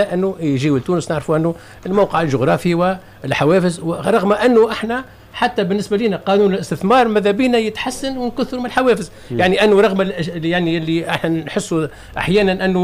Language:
Tunisian Arabic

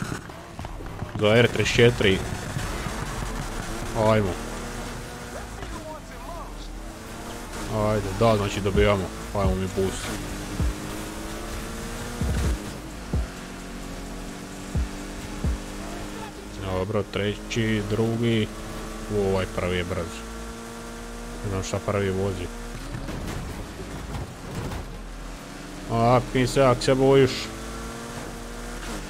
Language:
Croatian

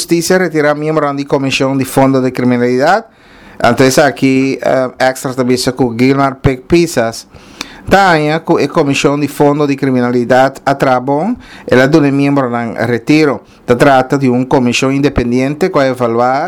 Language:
Papiamento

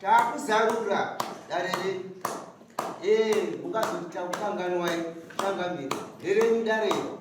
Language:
Shona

